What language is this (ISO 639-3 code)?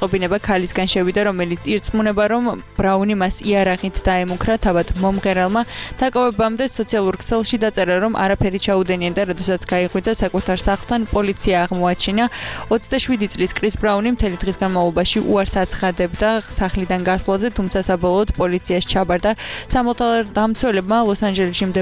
kat